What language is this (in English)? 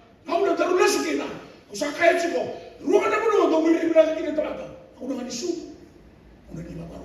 Fijian